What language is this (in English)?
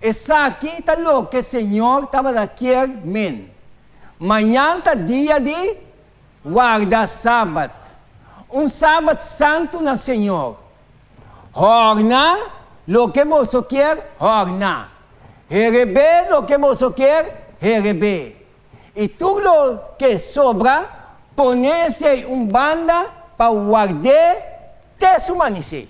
Papiamento